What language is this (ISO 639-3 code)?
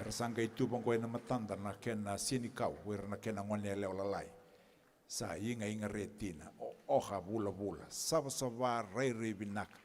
fij